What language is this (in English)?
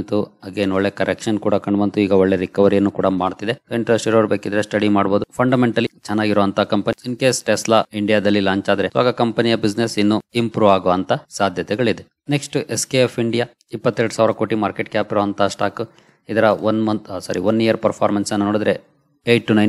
Kannada